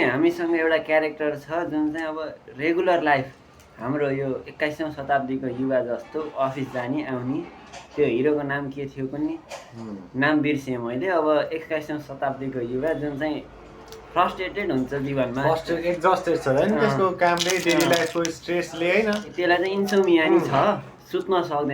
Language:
Nepali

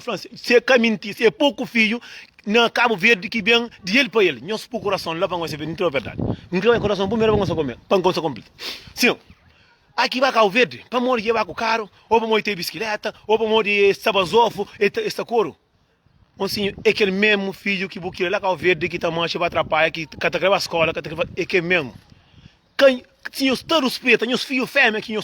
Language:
Kabuverdianu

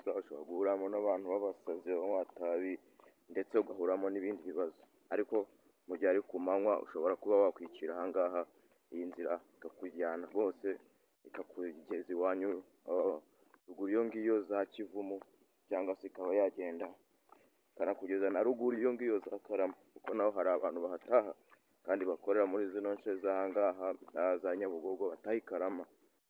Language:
Kinyarwanda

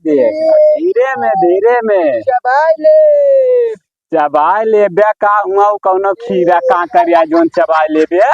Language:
Awadhi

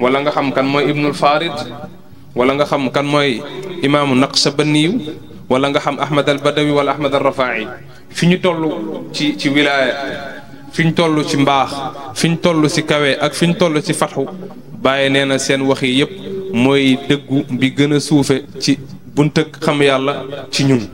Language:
Wolof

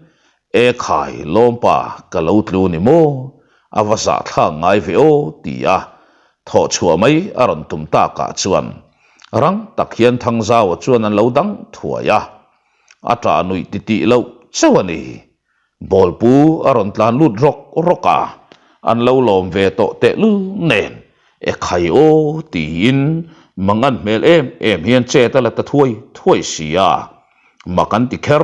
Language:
Mizo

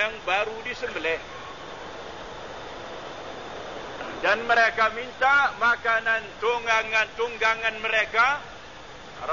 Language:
Malay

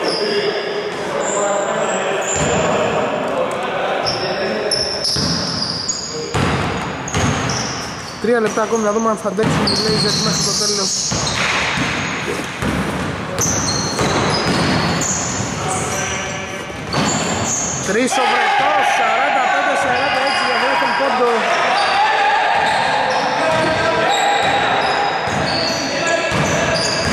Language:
Greek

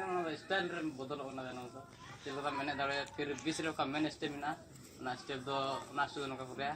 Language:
Santali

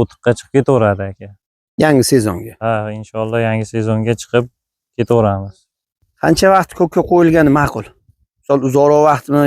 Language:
Uzbek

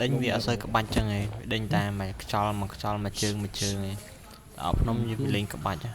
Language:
Khmer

